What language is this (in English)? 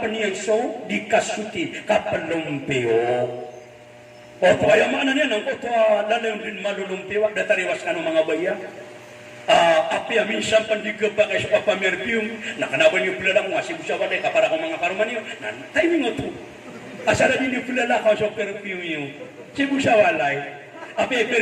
Maranao